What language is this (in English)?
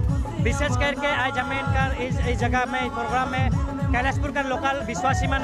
Sadri